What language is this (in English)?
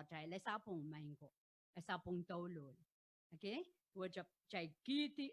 Pohnpeian